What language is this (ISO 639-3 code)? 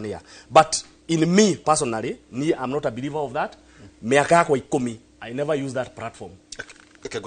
kik